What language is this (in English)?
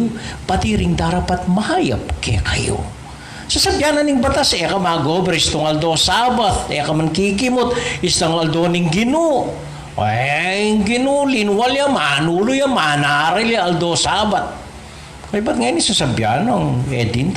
Pampanga